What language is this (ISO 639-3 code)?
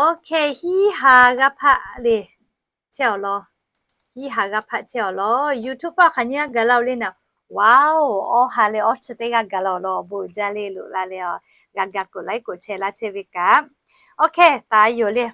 lhu